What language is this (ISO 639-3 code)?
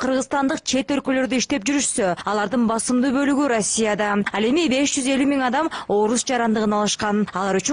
kir